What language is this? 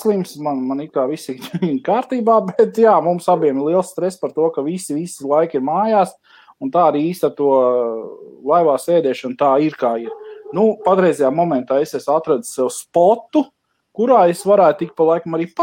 Latvian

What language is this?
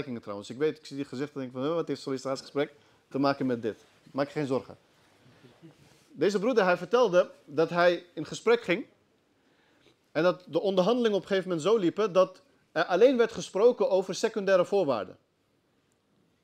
Dutch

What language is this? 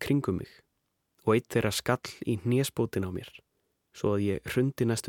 Icelandic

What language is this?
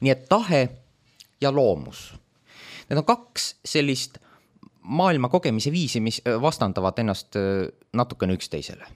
Estonian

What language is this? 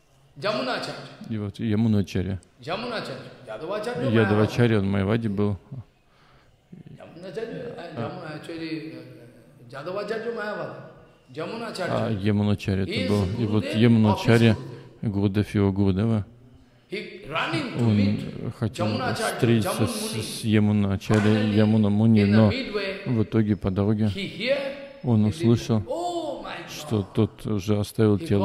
Russian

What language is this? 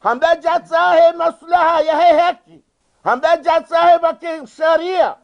Ngazidja Comorian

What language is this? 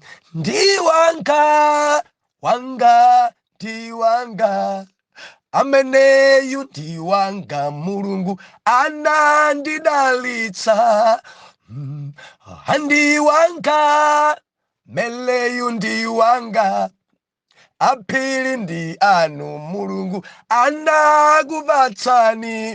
Nyanja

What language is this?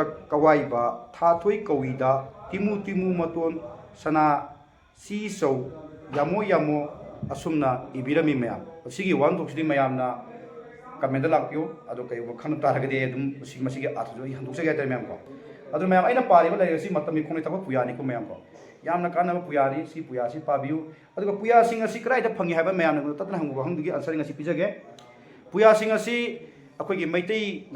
Manipuri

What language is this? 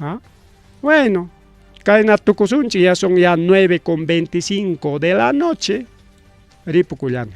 Ayacucho Quechua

